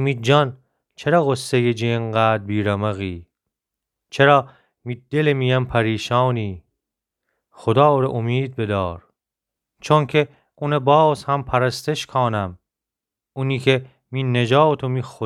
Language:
Gilaki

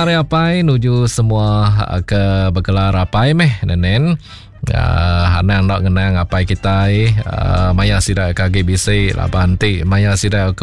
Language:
Iban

